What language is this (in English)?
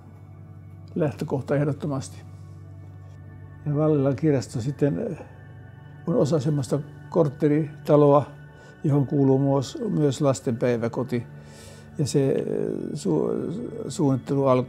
Finnish